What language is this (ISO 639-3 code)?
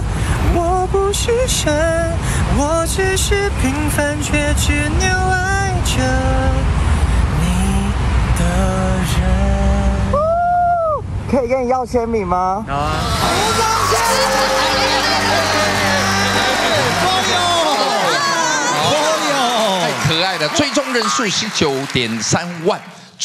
zho